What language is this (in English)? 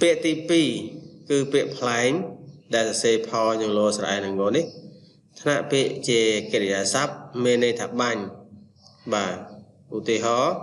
Khmer